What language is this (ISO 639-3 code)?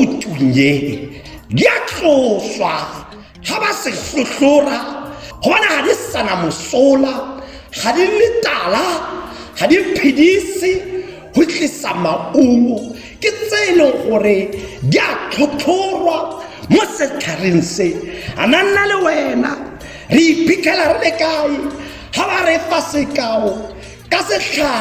tsn